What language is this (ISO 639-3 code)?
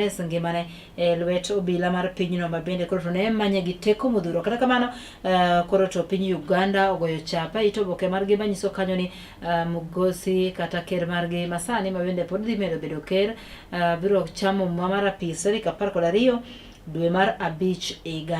luo